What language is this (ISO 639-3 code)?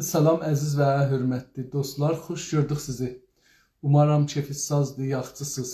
azb